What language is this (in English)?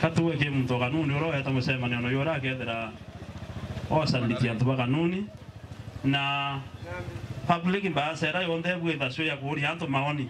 Meru